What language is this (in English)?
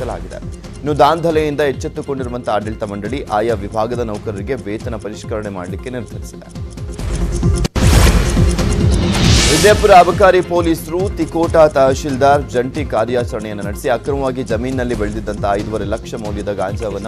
Kannada